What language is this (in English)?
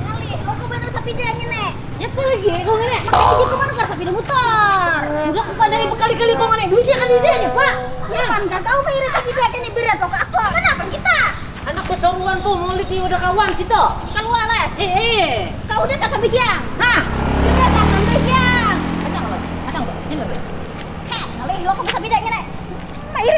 Banjar